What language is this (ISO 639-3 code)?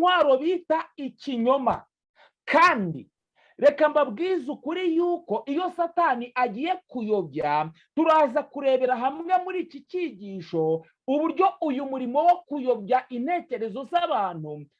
kin